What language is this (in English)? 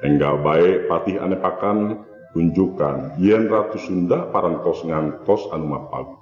Sundanese